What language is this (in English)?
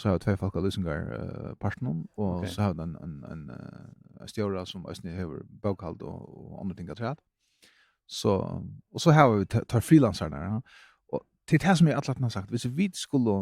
Faroese